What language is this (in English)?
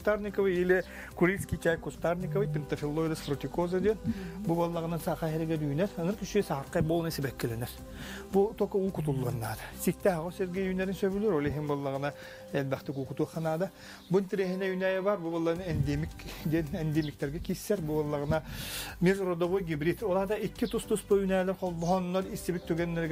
Yakut